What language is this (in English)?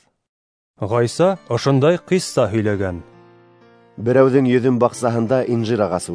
Bashkir